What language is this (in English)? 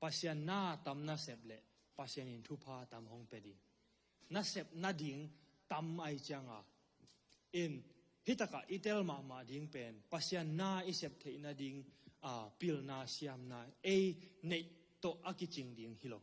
Tedim Chin